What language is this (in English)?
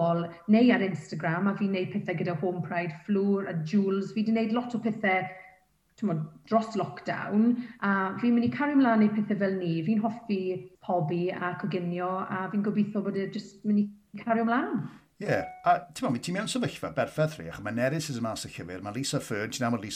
Welsh